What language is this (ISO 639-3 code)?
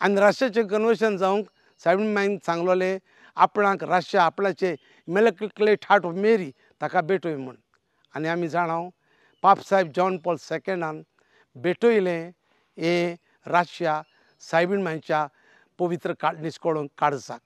kok